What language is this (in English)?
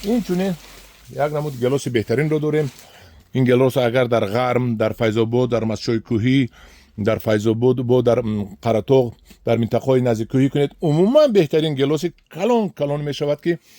Tajik